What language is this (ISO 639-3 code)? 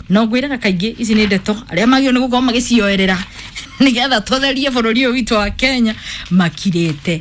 kik